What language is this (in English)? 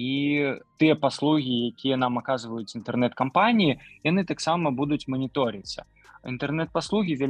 Belarusian